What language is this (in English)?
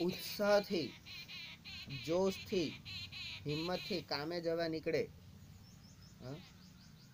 Gujarati